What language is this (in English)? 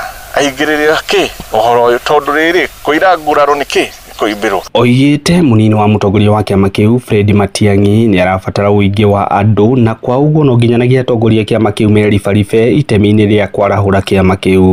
Kikuyu